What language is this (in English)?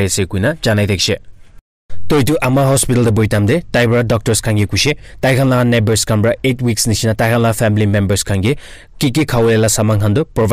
Naga Pidgin